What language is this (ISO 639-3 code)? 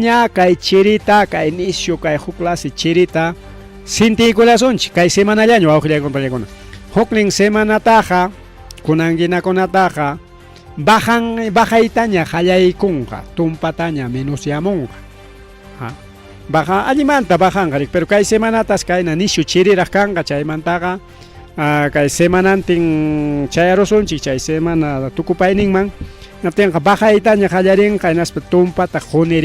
quy